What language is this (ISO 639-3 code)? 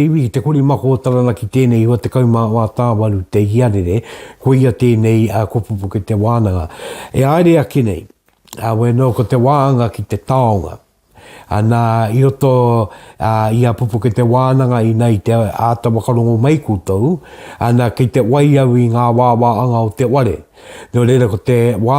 mri